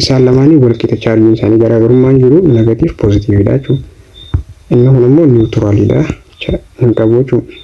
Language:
Oromo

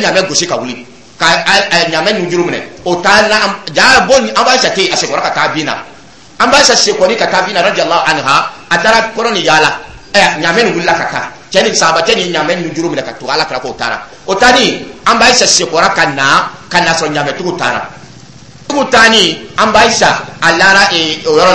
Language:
Dyula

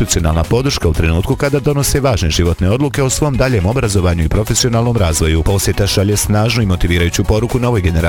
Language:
Bosnian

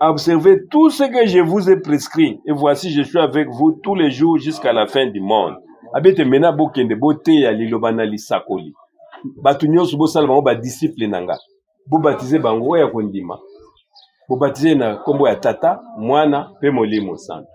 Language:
Lingala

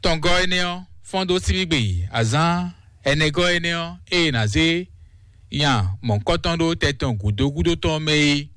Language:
Fon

